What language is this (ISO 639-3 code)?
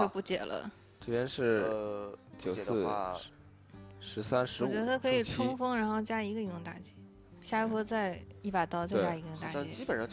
zho